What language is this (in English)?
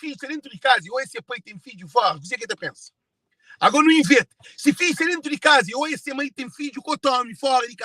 Kabuverdianu